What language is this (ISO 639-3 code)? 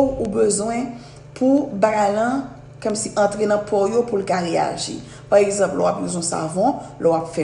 hat